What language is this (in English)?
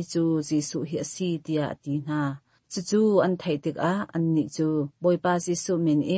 Hakha Chin